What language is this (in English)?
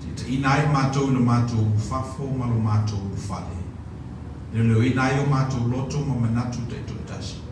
Samoan